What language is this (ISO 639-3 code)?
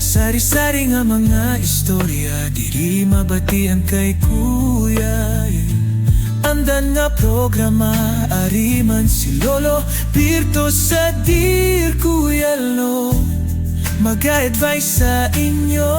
hil